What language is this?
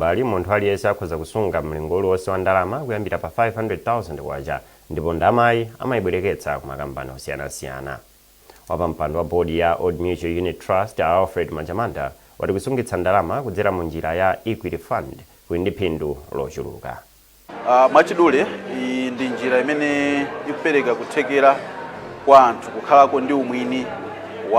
Nyanja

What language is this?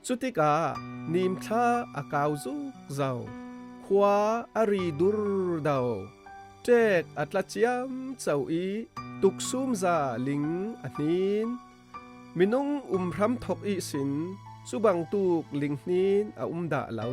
Falam Chin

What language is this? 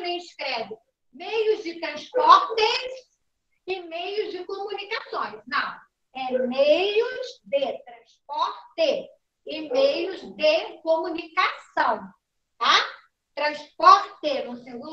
Portuguese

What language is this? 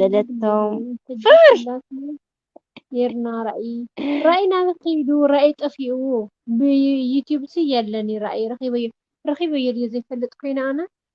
Tigrinya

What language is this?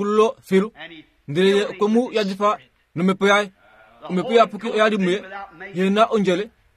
Kuanyama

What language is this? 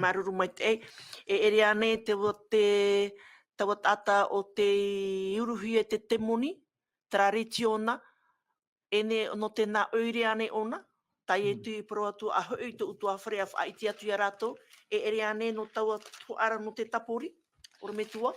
Tahitian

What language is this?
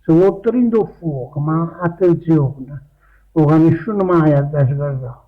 Neapolitan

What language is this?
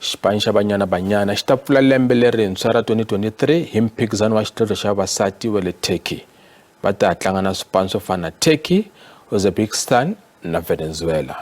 Tsonga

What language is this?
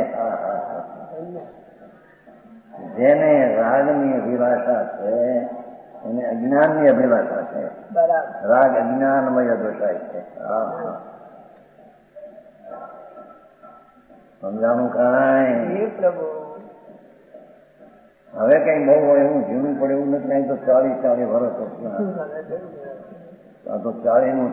Gujarati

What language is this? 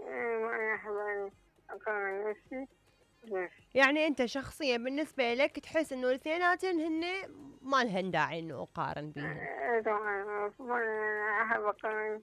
Mesopotamian Arabic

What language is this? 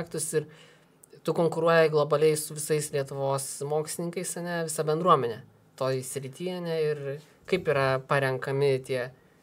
Lithuanian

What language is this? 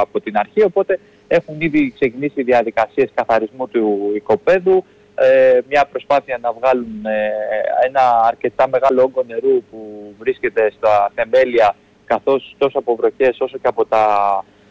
Greek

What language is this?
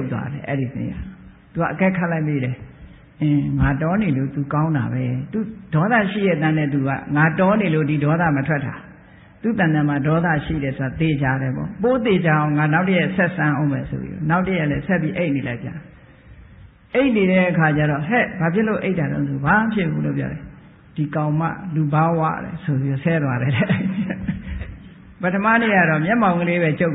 Burmese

